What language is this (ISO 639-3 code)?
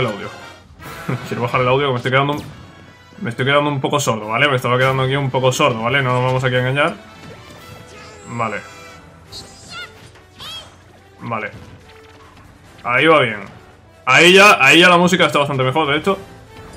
spa